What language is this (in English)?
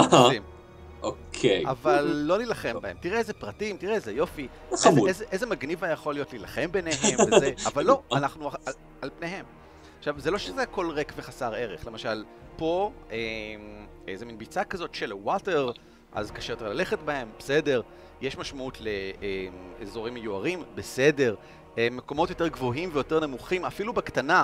Hebrew